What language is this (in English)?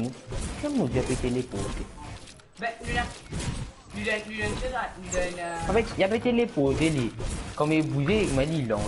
Morisyen